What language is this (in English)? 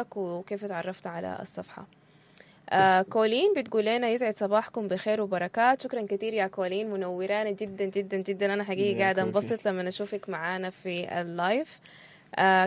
Sudanese Arabic